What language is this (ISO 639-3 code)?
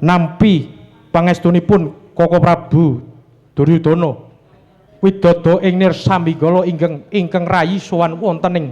jav